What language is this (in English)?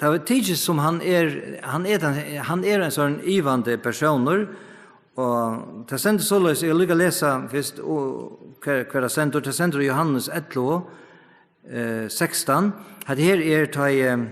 Faroese